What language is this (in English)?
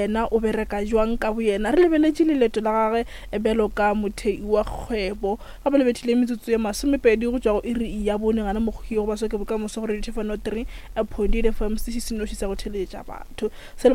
Northern Sotho